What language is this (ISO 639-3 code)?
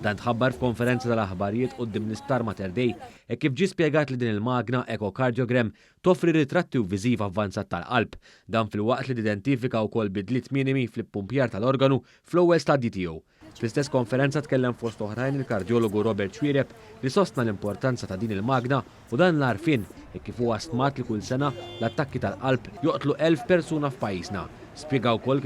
mlt